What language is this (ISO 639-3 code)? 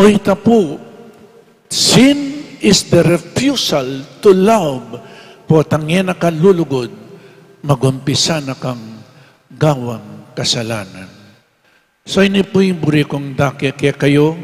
pam